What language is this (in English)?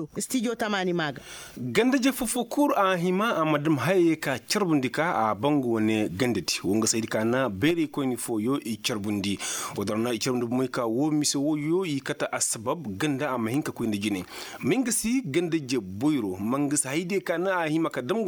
Koyraboro Senni